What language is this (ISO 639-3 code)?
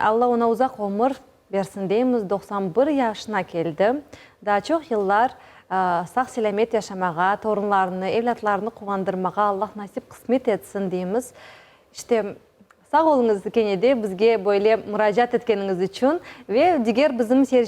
crh